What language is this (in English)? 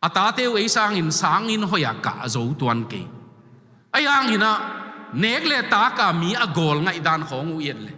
Tedim Chin